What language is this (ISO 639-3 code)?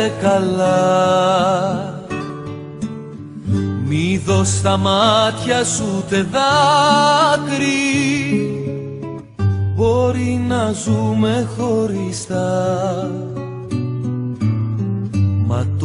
ell